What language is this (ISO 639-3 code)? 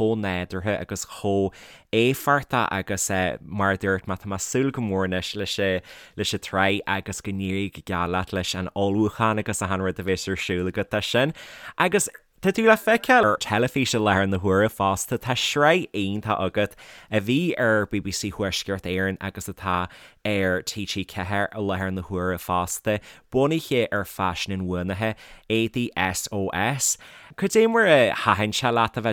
gle